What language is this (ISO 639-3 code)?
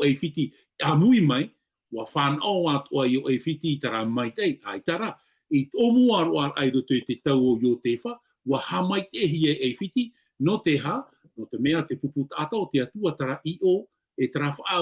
tah